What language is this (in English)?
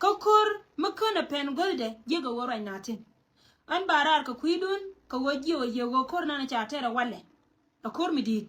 Nuer